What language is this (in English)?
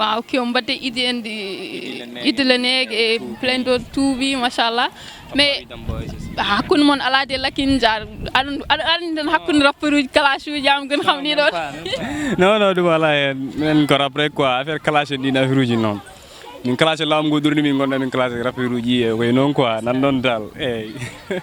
Fula